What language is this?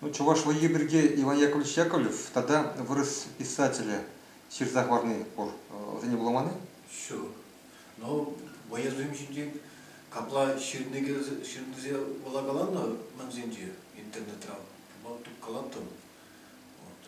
Chuvash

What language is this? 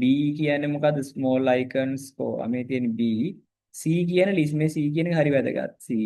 Sinhala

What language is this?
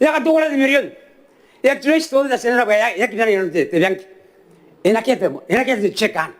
Gilbertese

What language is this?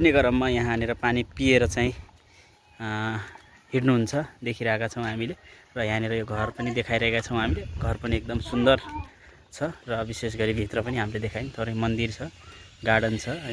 Nepali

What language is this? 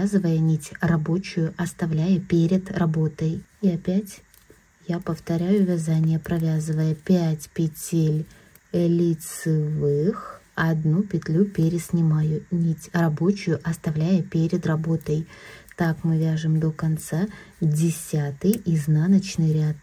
Russian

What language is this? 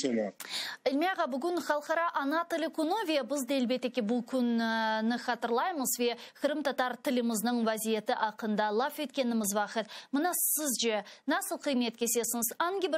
Crimean Tatar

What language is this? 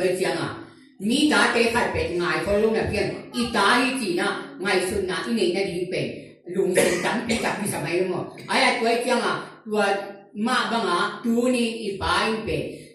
Tedim Chin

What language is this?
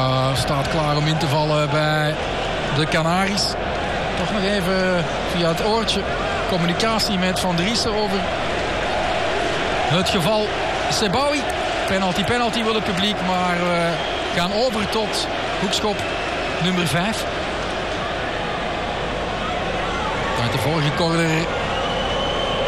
Dutch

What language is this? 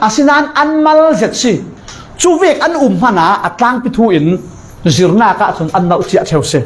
Falam Chin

